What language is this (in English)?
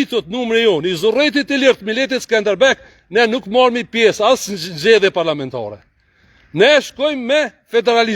Albanian